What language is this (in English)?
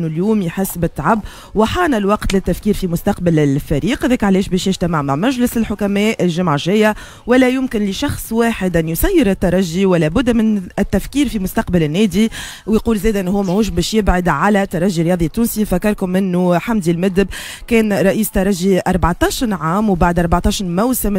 Tunisian Arabic